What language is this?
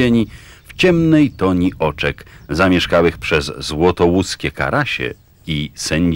Polish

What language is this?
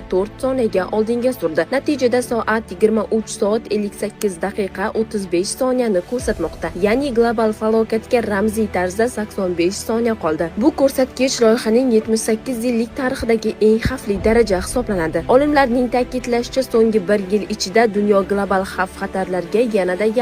Uzbek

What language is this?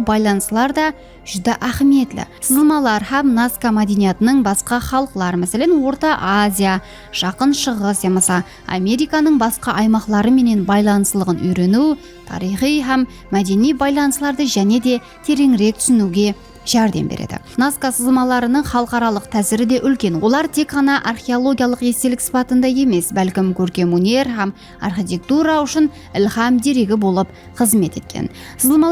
Kara-Kalpak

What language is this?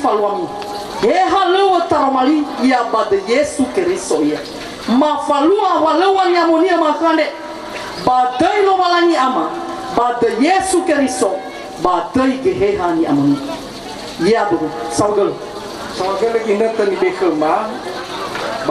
Nias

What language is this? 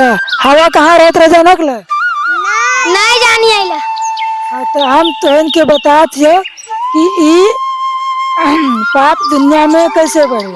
Sadri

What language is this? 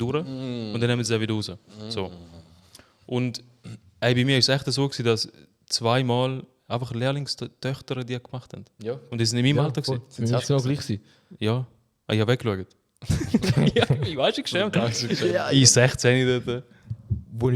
Swiss German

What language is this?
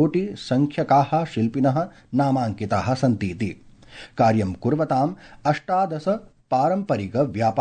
Sanskrit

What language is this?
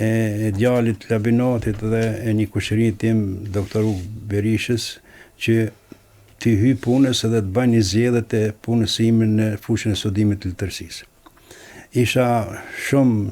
Albanian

